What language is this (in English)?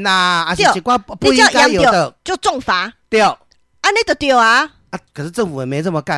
Min Nan Chinese